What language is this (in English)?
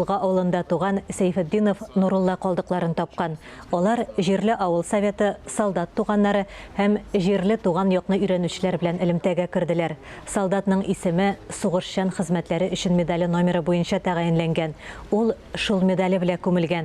Tatar